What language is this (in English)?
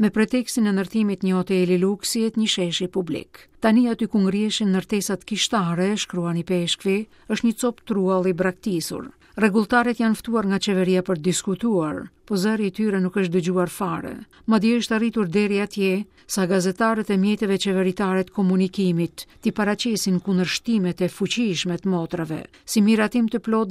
Albanian